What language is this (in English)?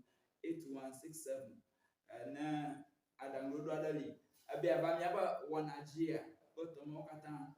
Ewe